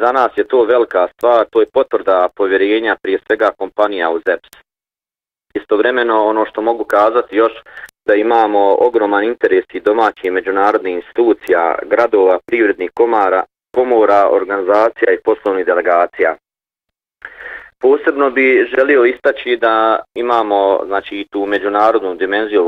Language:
Bosnian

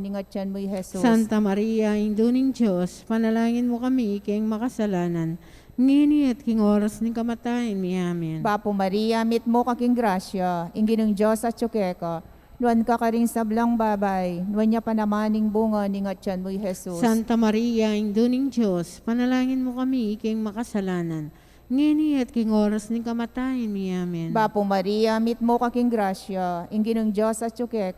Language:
Pampanga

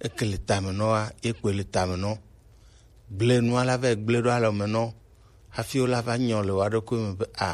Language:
Gen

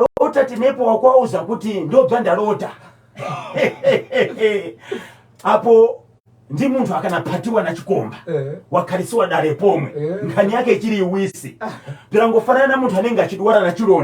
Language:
Shona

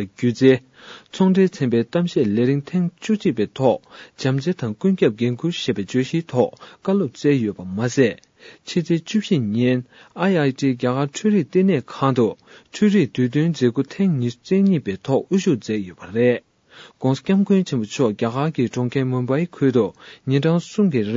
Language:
Tibetan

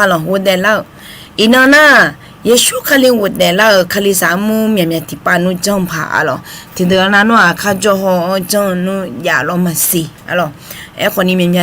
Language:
Akha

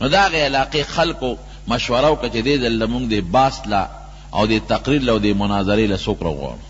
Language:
Pashto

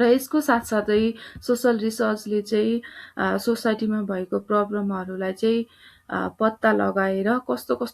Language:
Nepali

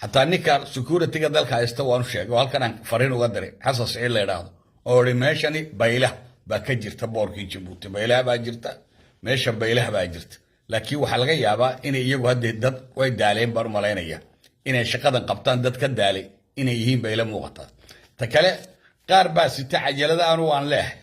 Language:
Somali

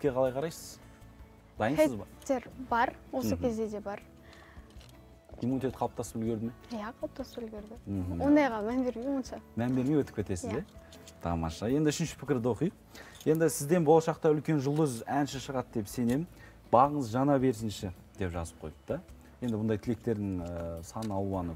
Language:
Kazakh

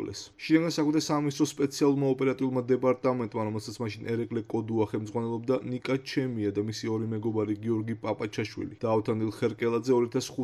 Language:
Georgian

